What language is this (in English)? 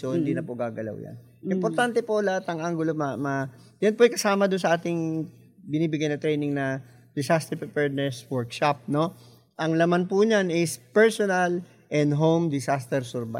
Filipino